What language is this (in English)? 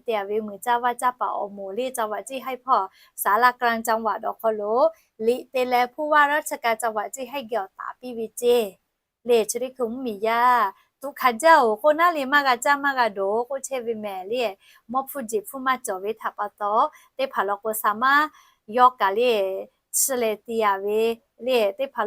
Lahu